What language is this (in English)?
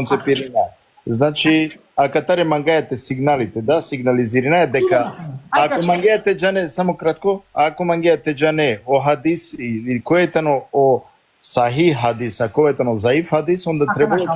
Balkan Romani